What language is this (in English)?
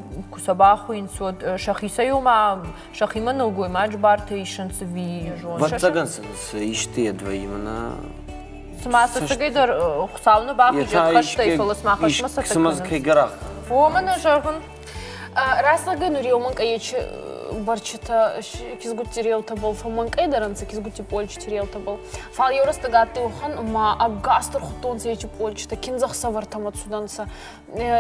Ossetic